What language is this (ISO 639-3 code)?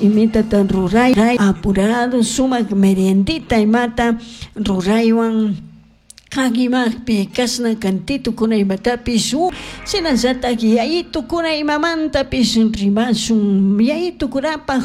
qug